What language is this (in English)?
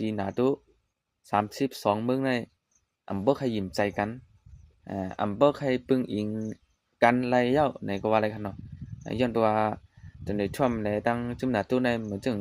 Shan